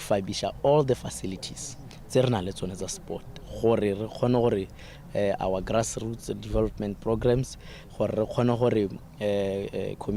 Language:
Tswana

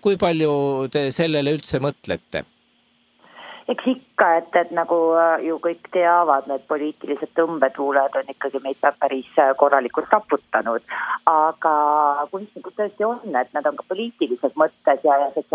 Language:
Estonian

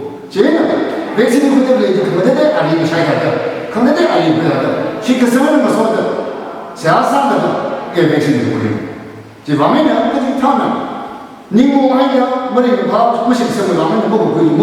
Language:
Tangkhul Naga (India)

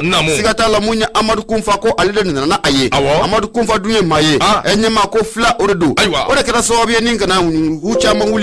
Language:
Bambara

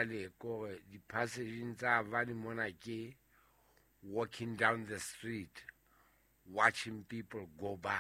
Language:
Southern Sotho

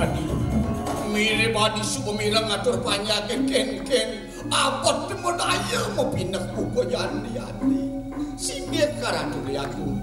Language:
Balinese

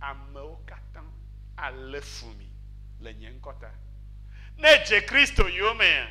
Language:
Ewe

